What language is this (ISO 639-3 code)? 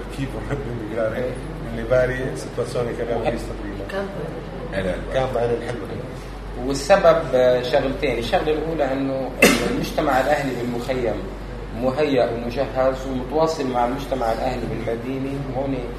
ita